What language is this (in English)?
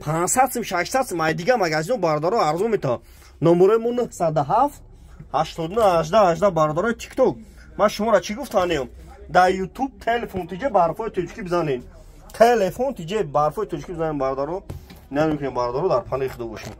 Tajik